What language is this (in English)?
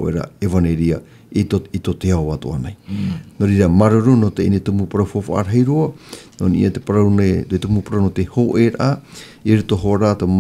Tahitian